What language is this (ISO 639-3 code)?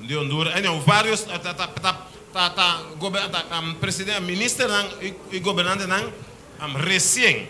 pap